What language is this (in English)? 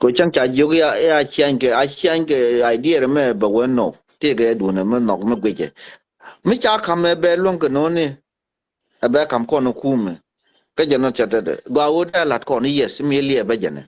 Nuer